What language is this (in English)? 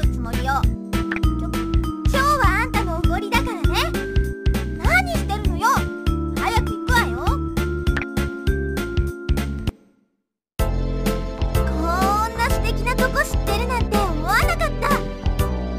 Japanese